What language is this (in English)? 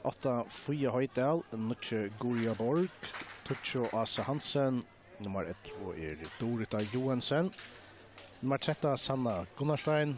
Faroese